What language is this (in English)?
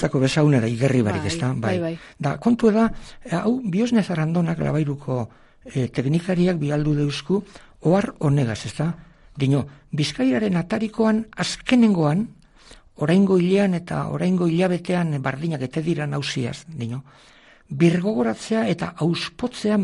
Basque